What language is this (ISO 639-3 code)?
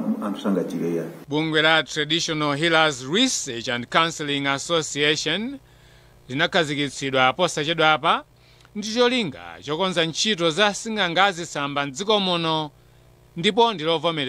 nya